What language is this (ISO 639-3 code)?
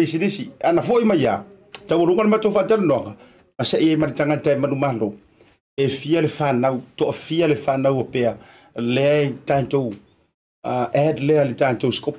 smo